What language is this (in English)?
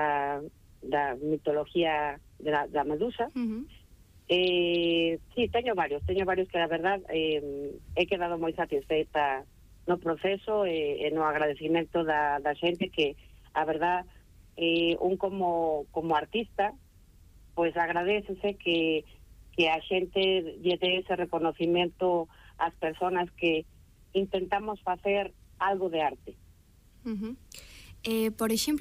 Galician